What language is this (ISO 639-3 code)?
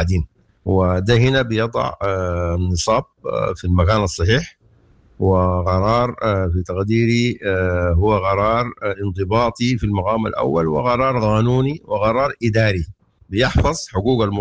apd